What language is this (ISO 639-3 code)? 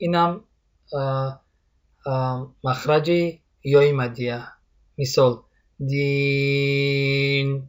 tgk